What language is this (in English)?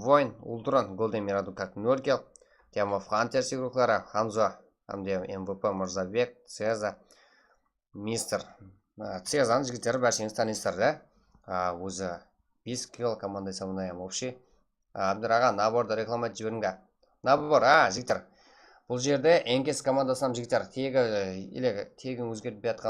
Kara-Kalpak